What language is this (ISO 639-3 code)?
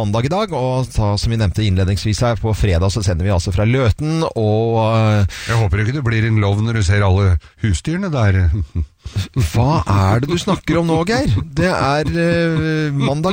nor